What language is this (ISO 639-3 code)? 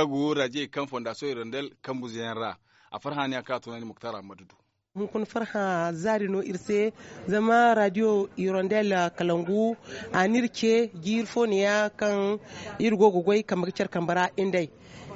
dje